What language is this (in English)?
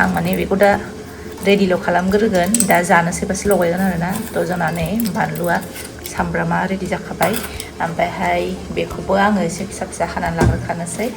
Bodo